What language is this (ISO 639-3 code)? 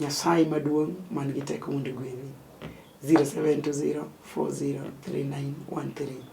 luo